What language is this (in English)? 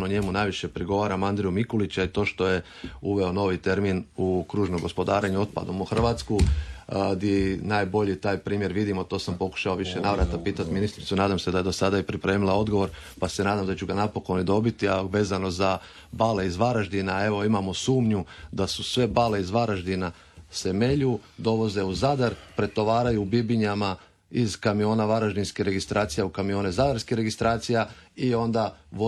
Croatian